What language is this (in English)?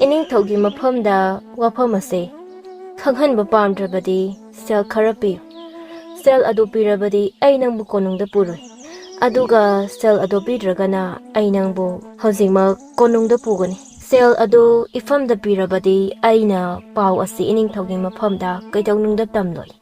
Manipuri